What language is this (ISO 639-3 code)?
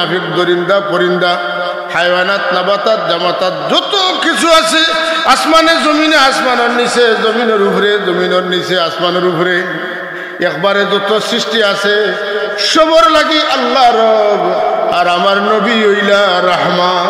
syl